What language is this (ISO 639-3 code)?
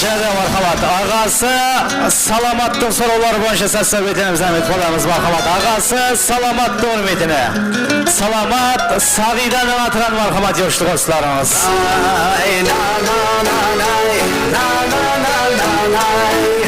kaa